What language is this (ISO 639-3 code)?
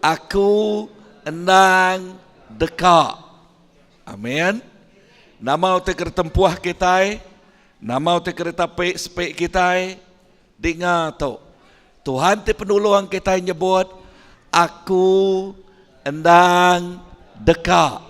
iba